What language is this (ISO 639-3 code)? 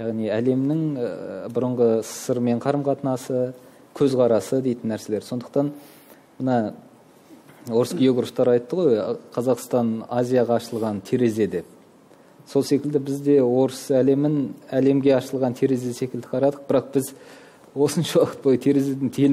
kaz